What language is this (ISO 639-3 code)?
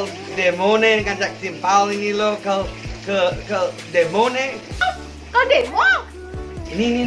ban